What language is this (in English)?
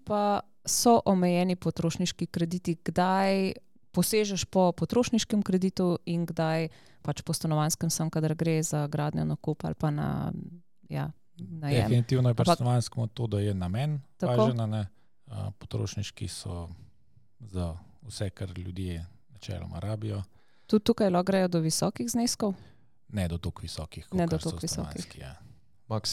Slovenian